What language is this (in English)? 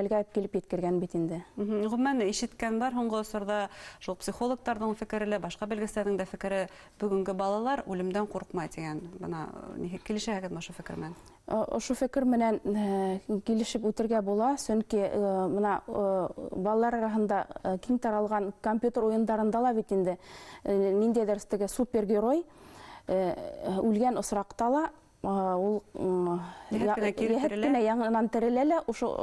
Bashkir